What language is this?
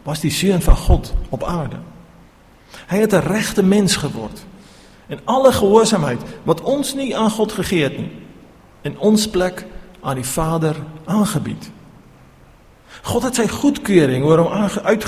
Afrikaans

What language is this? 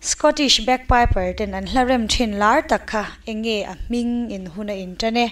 Mizo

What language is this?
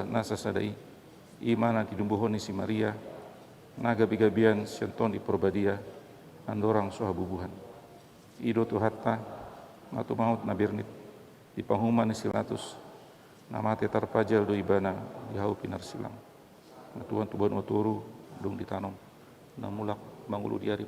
Batak Toba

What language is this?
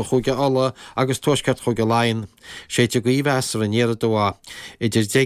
Irish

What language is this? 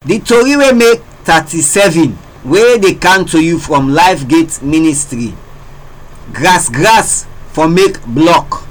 Krio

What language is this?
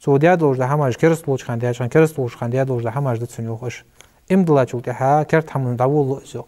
Ingush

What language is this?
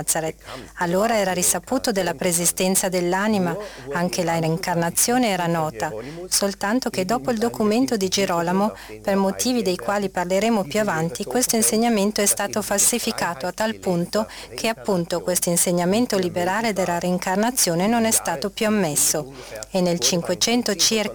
Italian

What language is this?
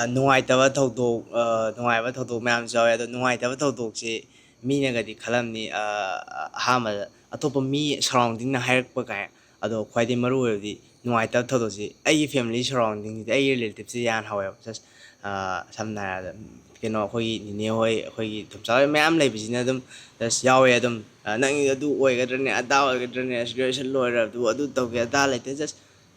Manipuri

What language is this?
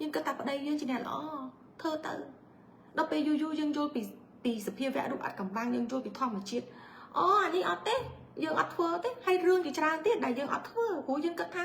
Khmer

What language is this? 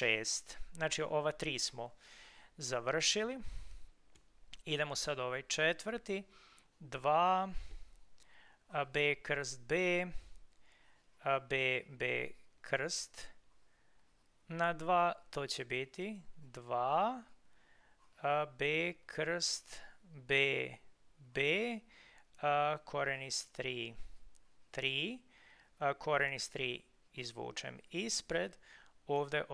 Serbian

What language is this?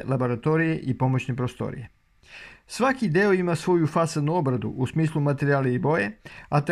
Serbian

